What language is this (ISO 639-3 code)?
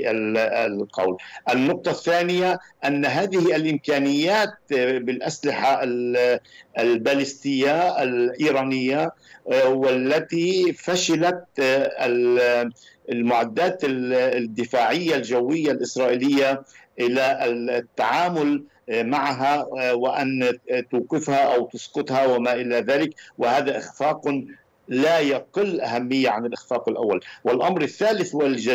ara